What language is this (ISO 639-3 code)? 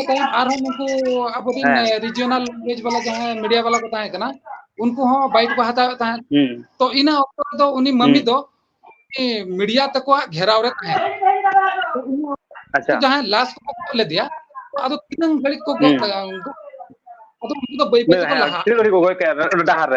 sat